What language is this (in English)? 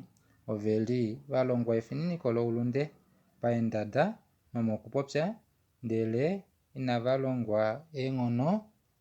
Kuanyama